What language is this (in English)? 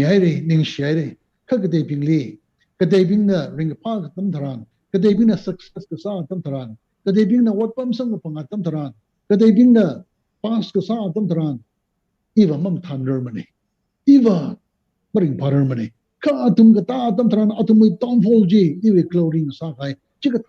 Tangkhul Naga (India)